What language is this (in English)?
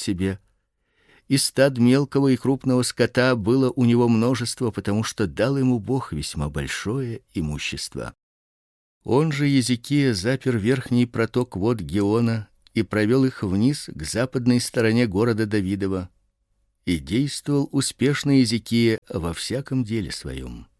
Russian